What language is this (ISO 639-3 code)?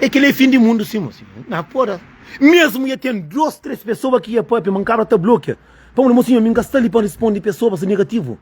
kea